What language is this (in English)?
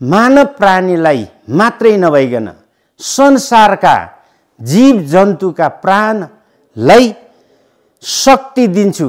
Nepali